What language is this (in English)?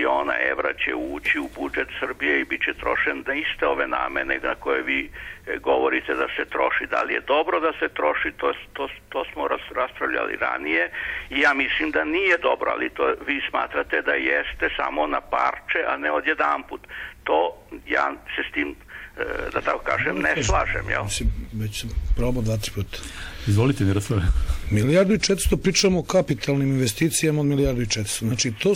Serbian